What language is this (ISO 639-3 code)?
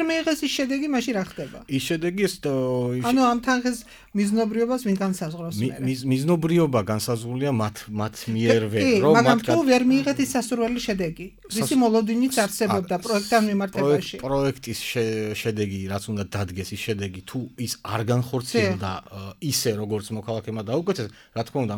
kat